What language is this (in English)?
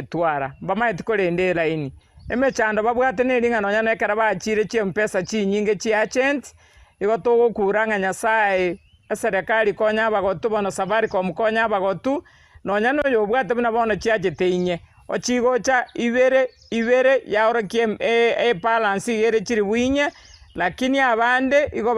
Gusii